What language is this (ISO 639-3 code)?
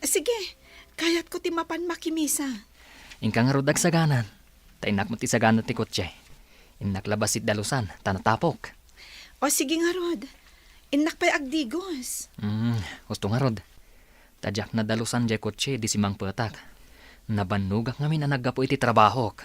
ilo